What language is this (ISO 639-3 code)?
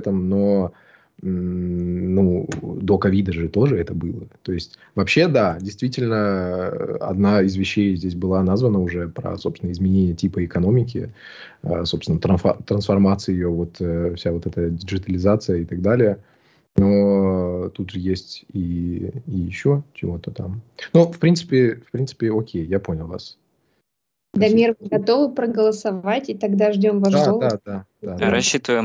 rus